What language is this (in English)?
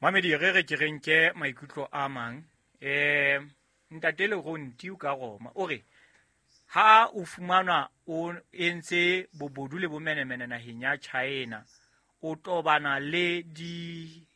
Southern Sotho